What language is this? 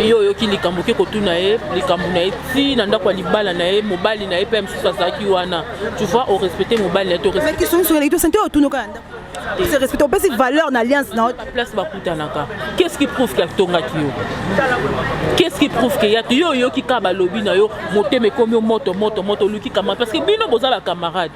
Lingala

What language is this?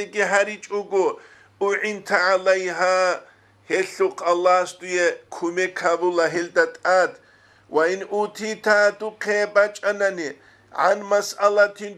Avaric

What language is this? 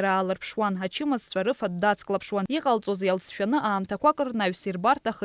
Abkhazian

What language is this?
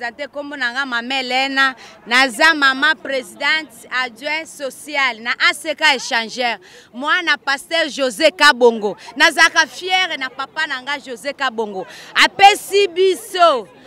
Lingala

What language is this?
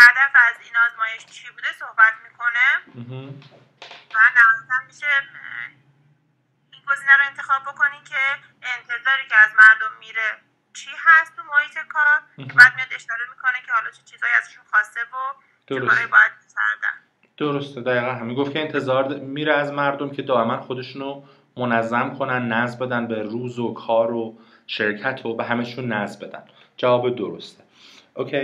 Persian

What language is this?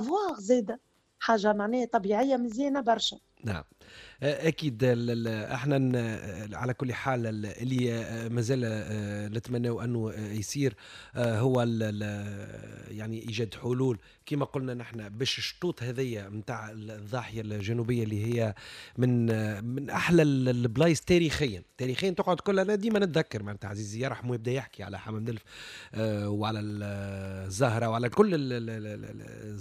Tunisian Arabic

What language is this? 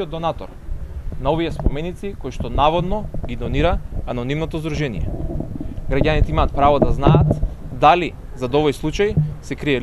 Macedonian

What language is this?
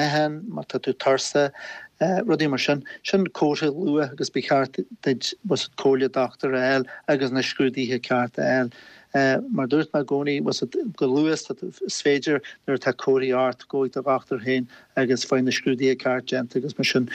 Irish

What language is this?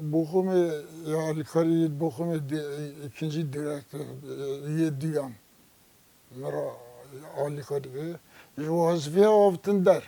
Kurdish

